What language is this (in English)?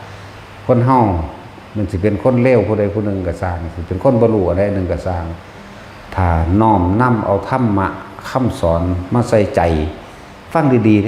Northeastern Thai